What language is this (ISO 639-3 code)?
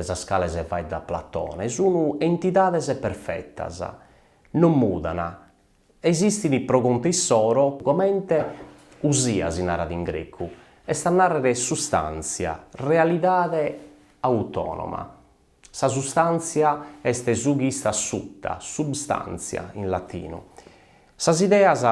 srd